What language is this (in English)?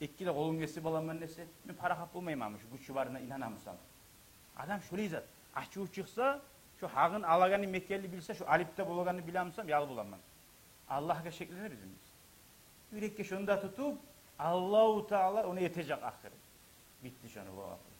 Kumyk